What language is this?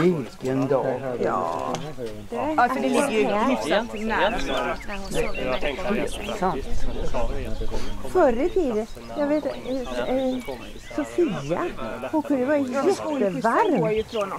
Swedish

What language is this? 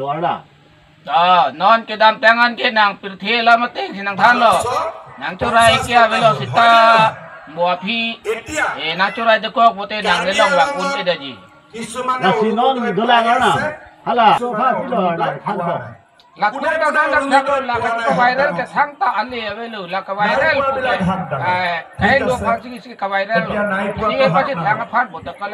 Karbi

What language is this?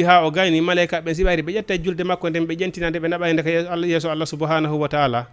Fula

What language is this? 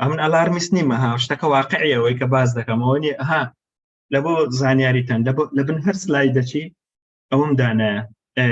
Central Kurdish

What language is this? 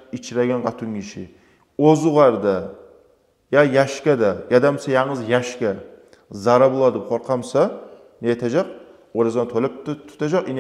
Kumyk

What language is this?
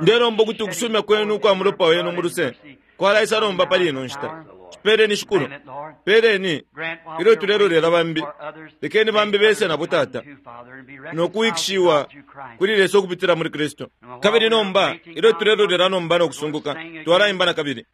Bemba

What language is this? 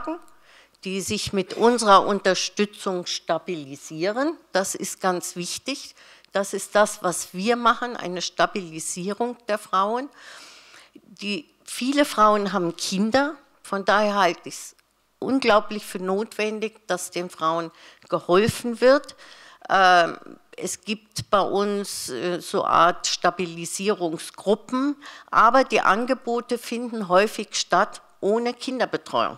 German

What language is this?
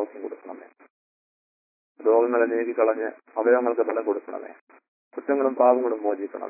Malayalam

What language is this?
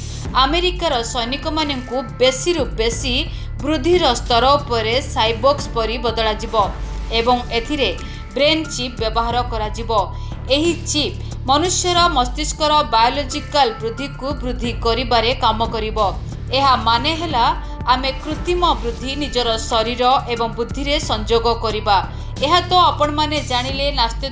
Odia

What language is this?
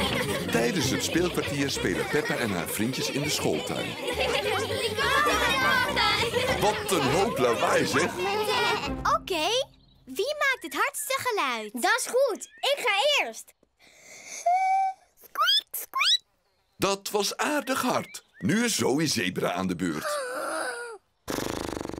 Dutch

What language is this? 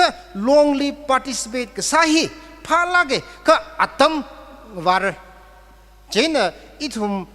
Tangkhul Naga (India)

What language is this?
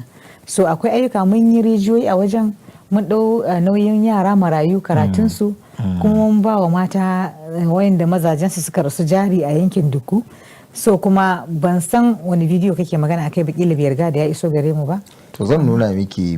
Hausa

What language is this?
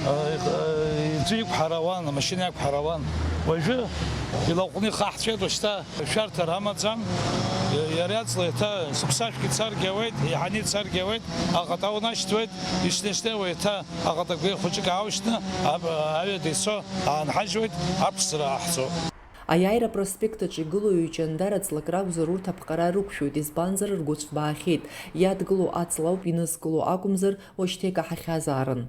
Abkhazian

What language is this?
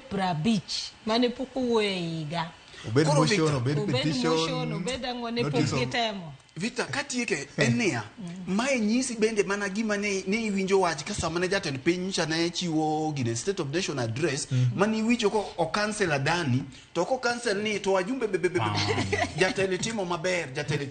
Luo (Kenya and Tanzania)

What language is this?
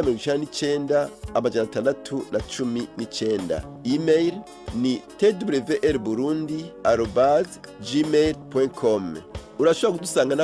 Rundi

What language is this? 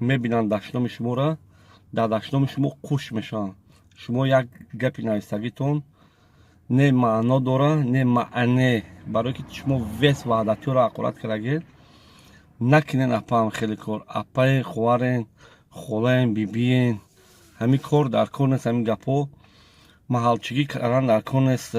Tajik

